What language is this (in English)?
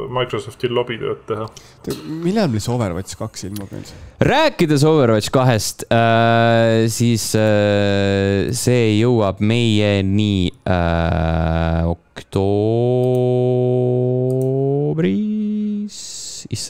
Estonian